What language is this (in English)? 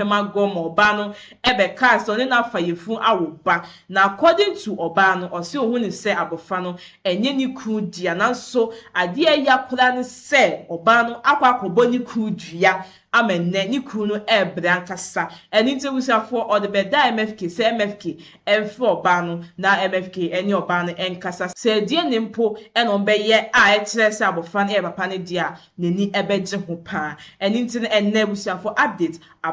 Akan